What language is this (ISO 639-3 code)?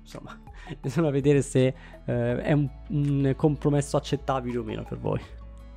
ita